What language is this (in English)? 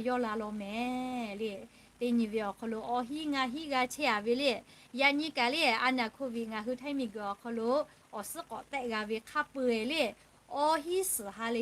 Lahu